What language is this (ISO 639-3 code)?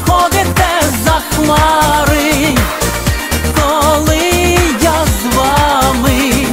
ukr